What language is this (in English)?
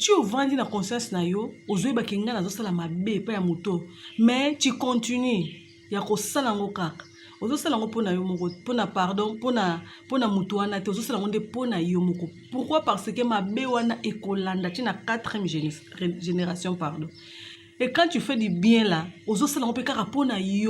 Lingala